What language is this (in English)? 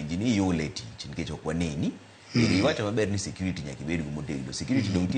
Luo (Kenya and Tanzania)